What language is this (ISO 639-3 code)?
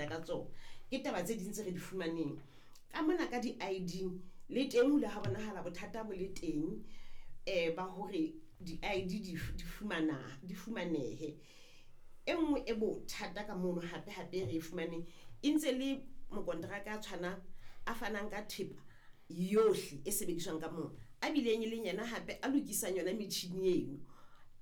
sot